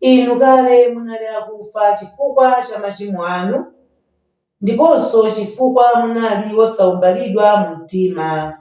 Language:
Nyanja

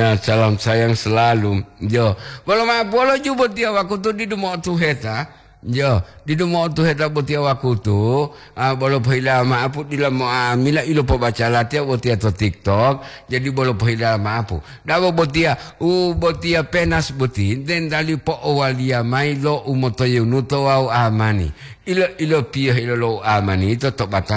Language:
Gorontalo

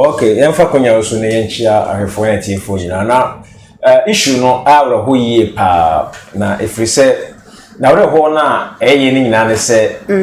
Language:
Akan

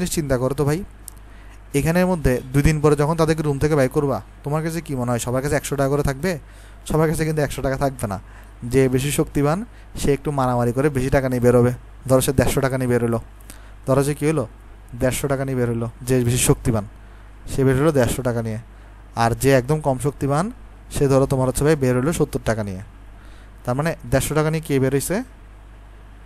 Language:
Bangla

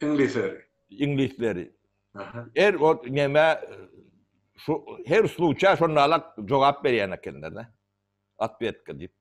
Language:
Turkmen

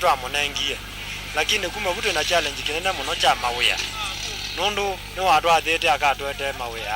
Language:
Kamba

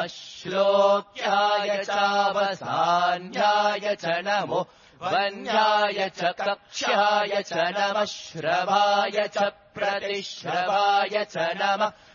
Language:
Sanskrit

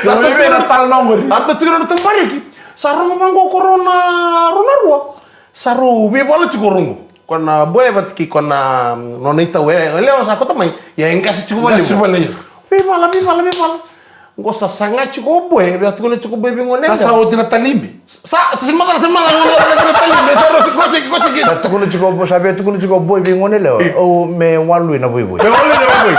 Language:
Fijian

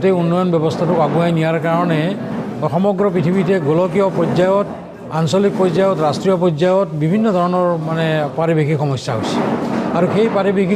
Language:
Assamese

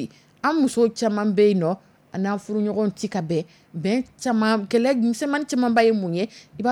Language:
Dyula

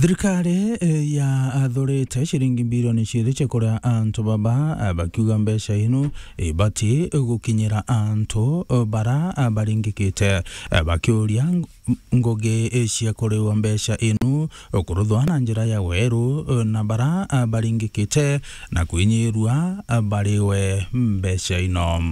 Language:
Meru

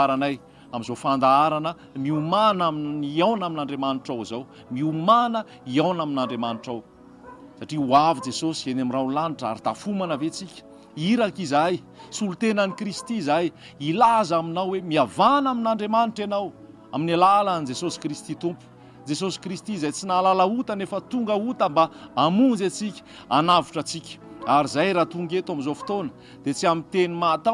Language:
Malagasy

